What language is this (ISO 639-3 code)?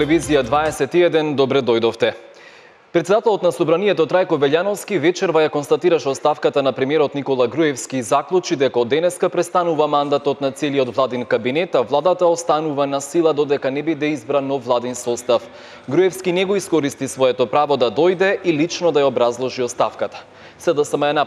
mkd